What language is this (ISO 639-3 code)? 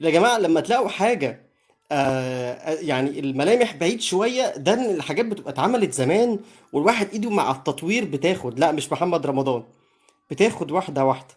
arz